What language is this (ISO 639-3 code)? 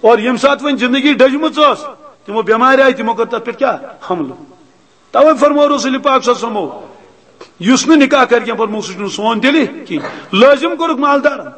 kas